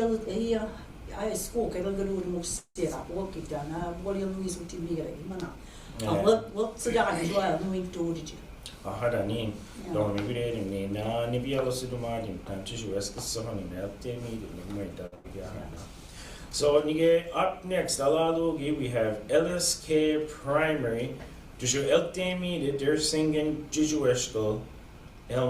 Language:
Mi'kmaw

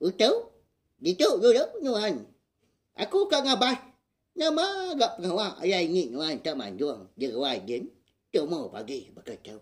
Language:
Iban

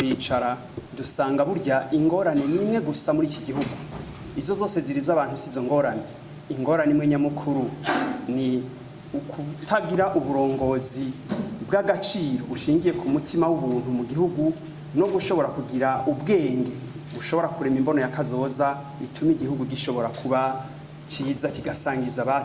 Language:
Rundi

